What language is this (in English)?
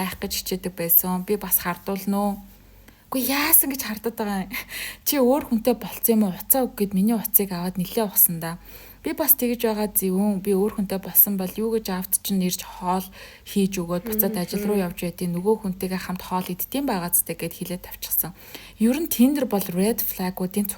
Mongolian